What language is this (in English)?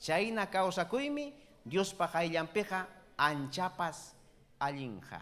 Ayacucho Quechua